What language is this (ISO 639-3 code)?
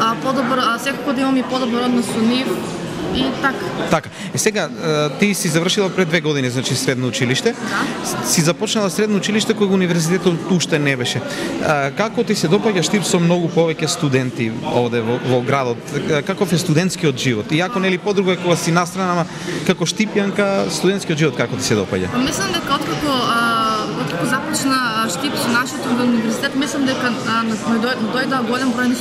mkd